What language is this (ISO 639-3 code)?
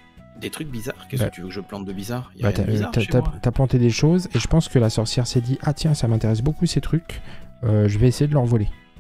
fra